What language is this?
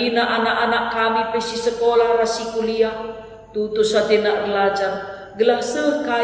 Batak Karo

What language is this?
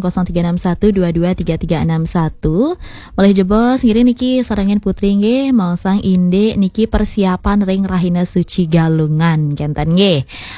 Balinese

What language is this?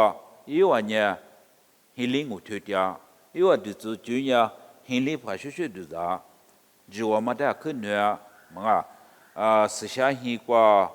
Lisu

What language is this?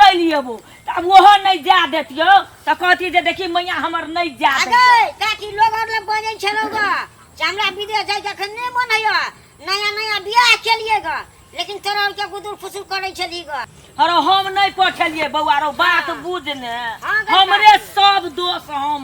Maithili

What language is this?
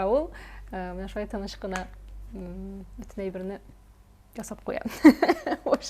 Tatar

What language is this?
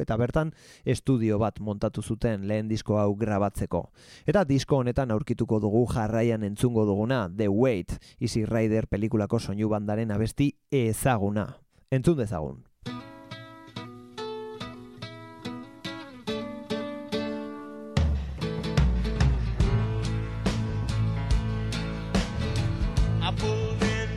Basque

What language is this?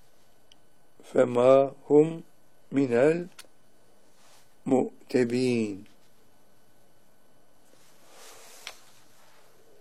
Turkish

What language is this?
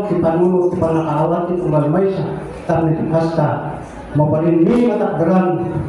Iloko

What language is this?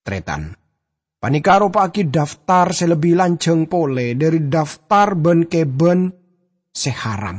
Madurese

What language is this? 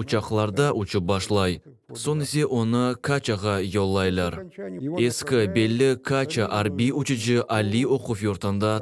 Crimean Tatar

